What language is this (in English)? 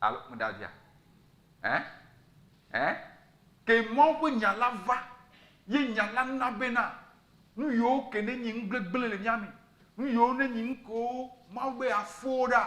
Ewe